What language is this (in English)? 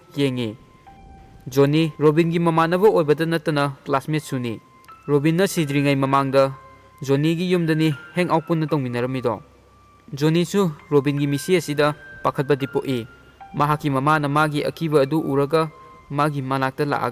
Manipuri